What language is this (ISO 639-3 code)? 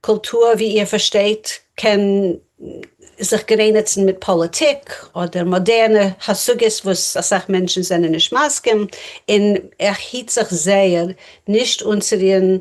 yid